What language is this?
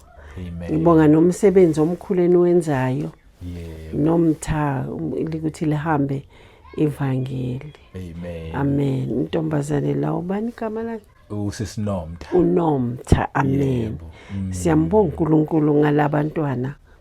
Zulu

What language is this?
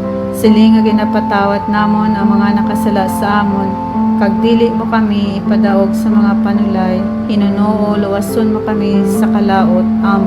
Hiligaynon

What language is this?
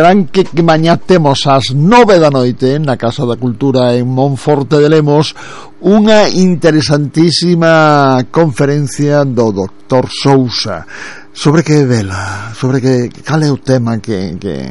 Galician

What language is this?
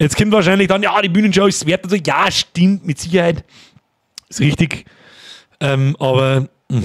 Bavarian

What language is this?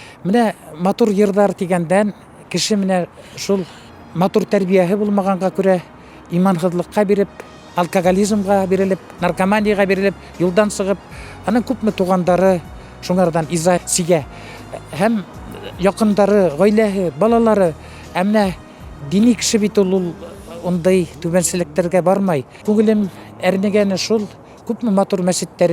Bashkir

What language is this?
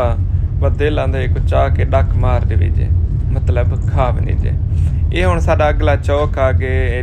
Saraiki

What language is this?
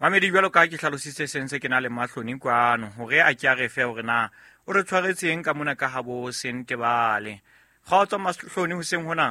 Southern Sotho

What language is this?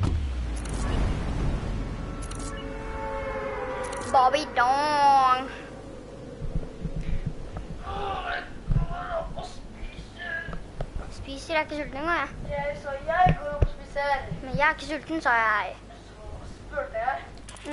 Norwegian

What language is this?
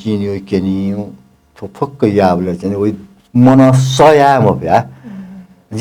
Newari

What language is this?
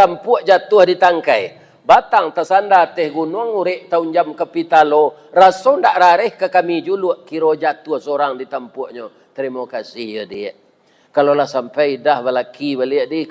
Minangkabau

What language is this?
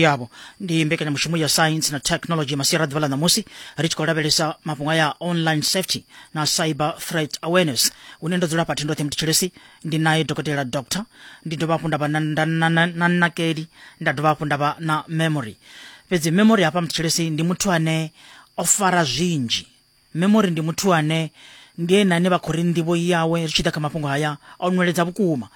Venda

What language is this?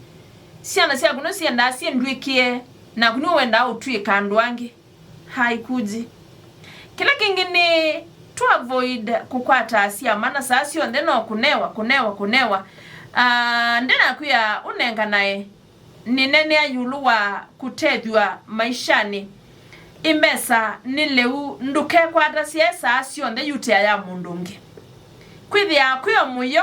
Kamba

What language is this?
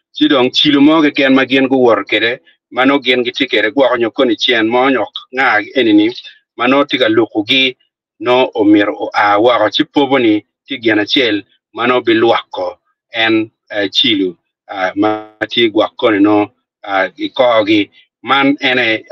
Acoli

